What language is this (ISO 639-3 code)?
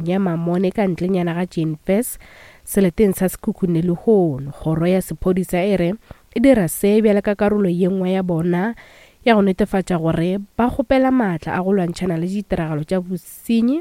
nso